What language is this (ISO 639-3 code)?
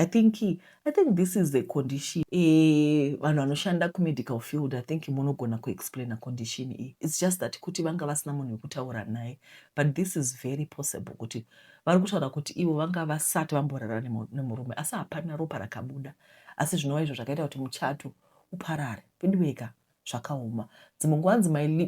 sna